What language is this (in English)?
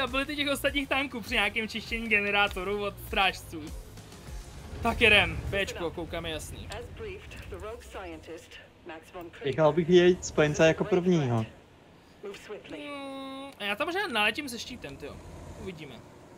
Czech